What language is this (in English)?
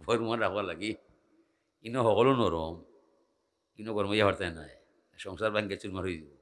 Sylheti